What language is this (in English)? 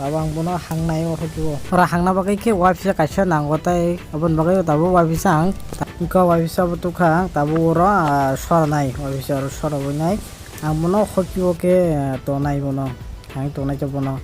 Kok Borok